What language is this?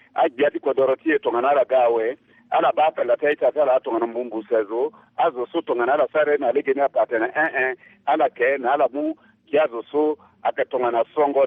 Sango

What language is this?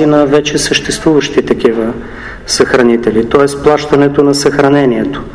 Bulgarian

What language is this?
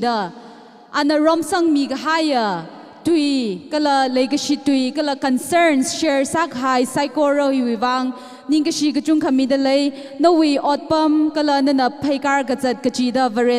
Tangkhul Naga (India)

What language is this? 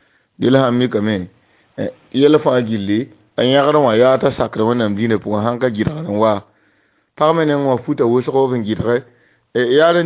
Mossi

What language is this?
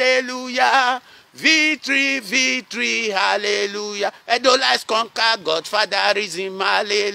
Nigerian Pidgin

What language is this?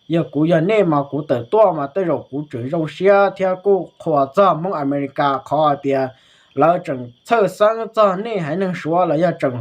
Hmong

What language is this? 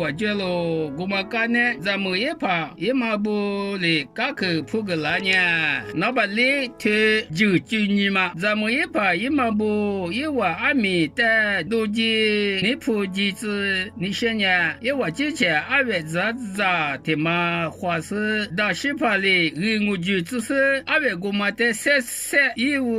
Lisu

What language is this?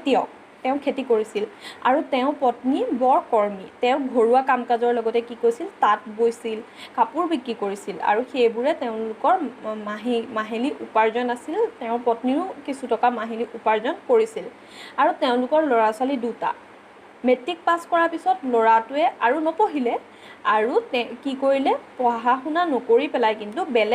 Assamese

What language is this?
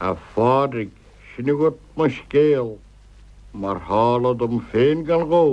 Irish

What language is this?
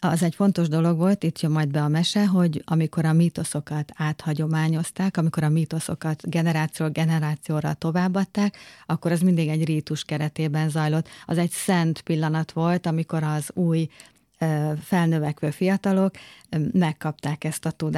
Hungarian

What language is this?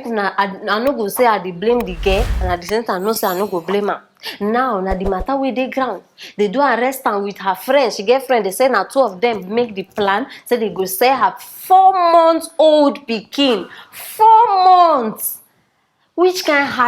Nigerian Pidgin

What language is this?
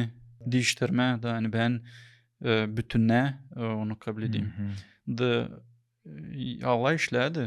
Gagauz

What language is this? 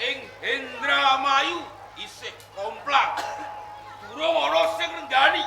Javanese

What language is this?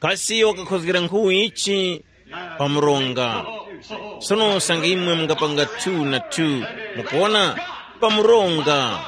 Tumbuka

